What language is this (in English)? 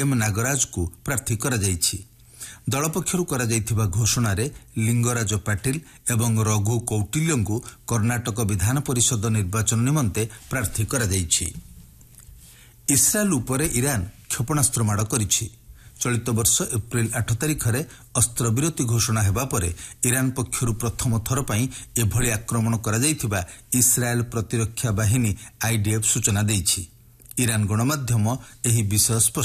Odia